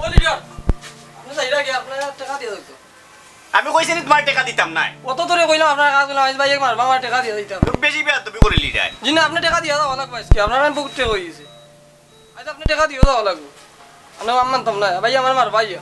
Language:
Sylheti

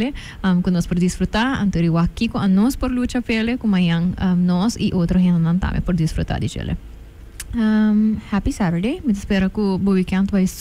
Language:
Papiamento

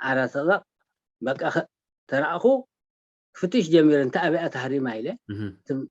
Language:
Tigrinya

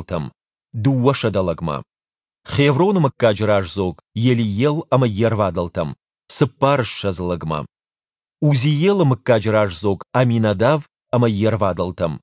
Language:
Ossetic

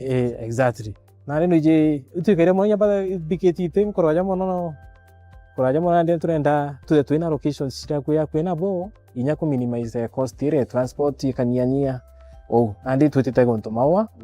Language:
Meru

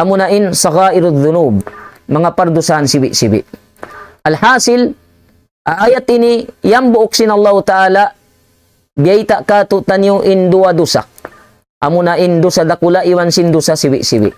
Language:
Tausug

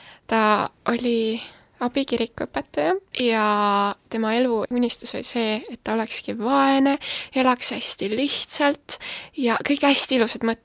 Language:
Estonian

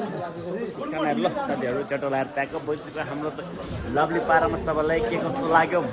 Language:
Nepali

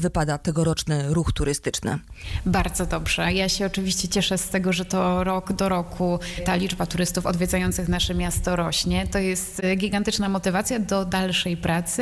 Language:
Polish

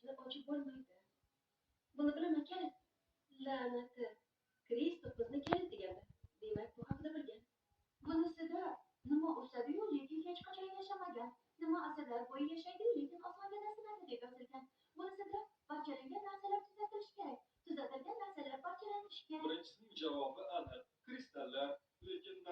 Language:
Uzbek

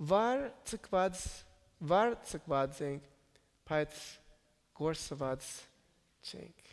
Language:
Armenian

